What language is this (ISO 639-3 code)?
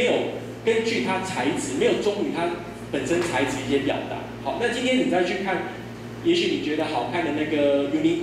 zho